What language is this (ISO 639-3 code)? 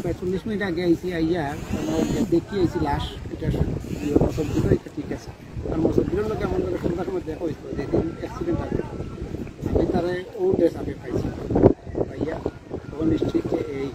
syl